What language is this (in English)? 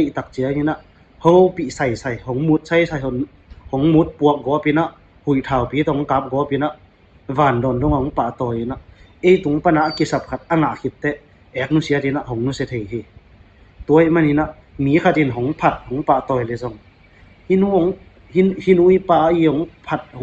Tedim Chin